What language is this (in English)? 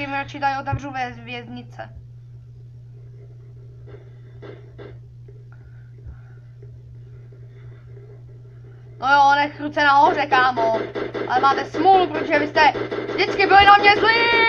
Czech